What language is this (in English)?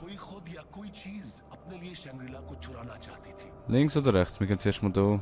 Swiss German